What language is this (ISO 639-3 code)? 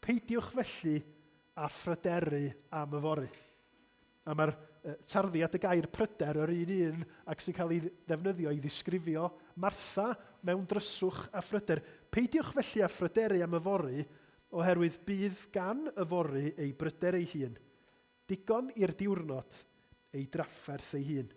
cym